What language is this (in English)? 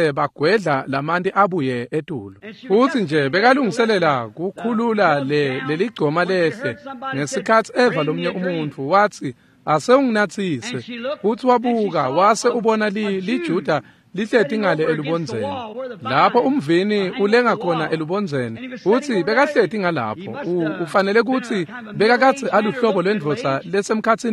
Swati